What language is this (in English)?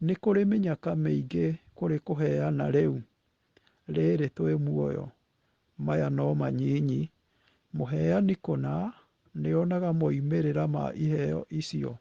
Kikuyu